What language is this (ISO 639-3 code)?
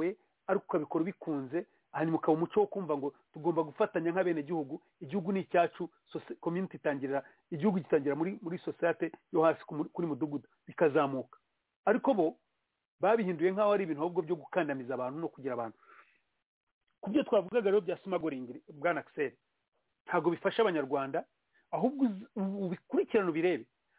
kin